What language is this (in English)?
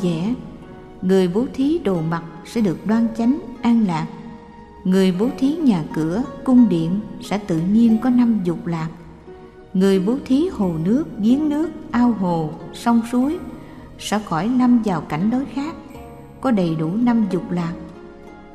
Vietnamese